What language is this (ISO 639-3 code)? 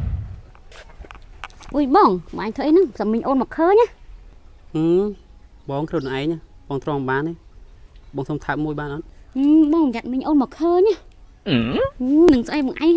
khm